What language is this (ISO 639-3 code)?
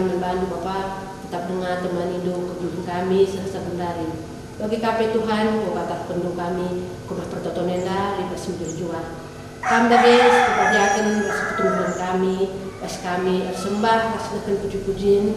btx